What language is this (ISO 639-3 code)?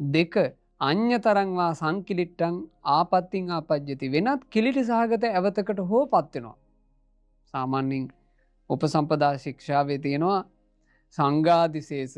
sin